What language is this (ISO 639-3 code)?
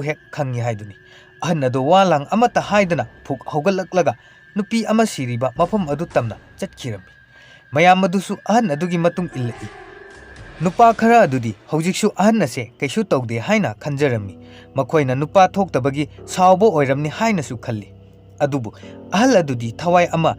mni